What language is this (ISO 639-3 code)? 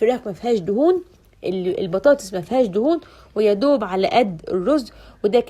arz